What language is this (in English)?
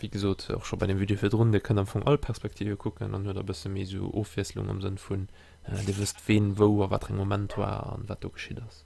Luxembourgish